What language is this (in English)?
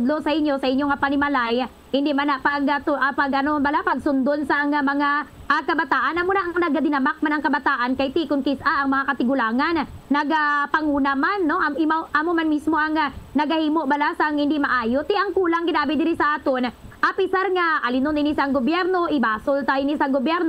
Hiligaynon